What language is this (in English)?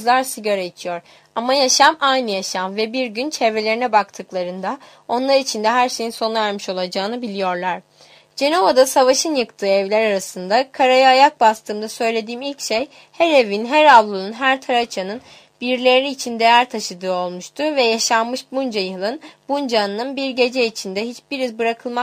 Turkish